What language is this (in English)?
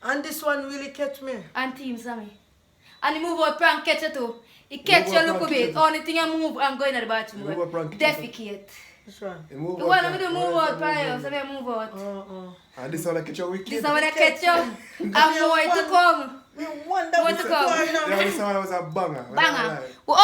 Jamaican Creole English